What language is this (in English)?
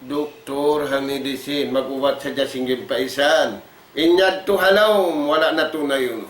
Tausug